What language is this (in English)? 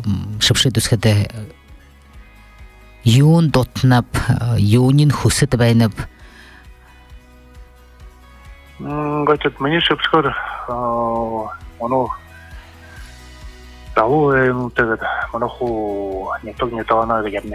Buriat